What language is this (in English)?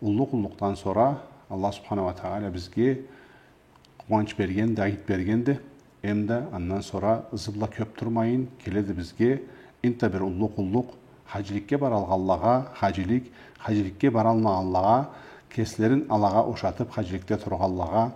Karachay-Balkar